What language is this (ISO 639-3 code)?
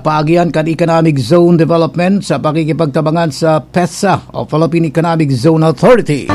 bik